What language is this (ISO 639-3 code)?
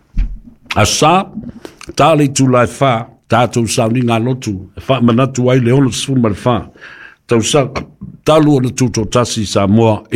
smo